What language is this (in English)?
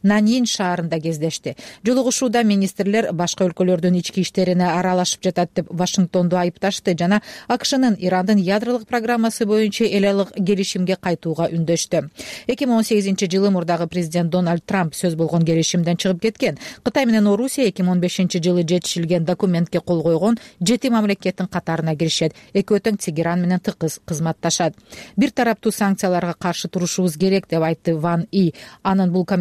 Kyrgyz